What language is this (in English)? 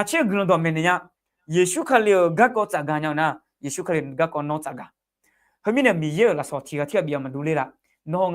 Akha